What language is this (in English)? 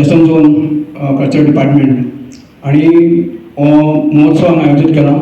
Konkani